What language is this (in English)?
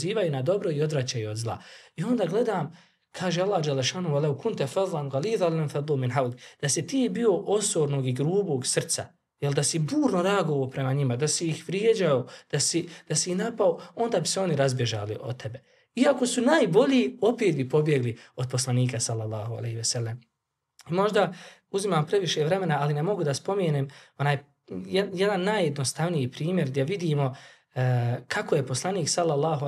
Bosnian